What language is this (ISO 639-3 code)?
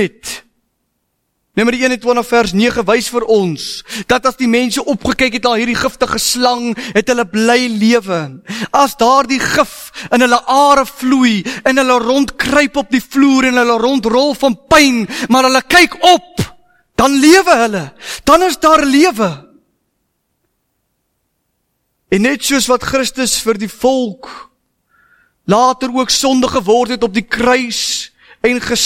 afr